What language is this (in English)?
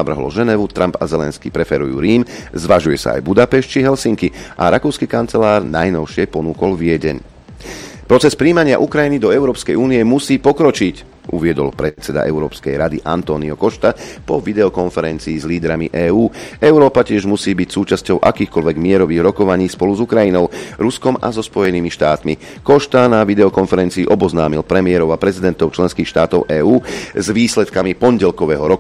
Slovak